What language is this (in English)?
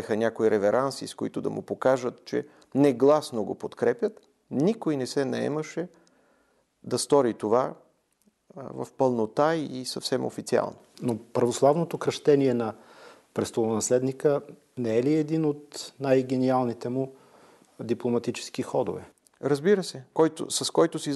Bulgarian